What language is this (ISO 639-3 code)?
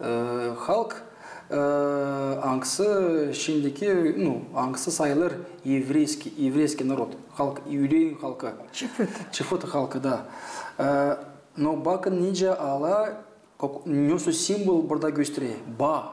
gag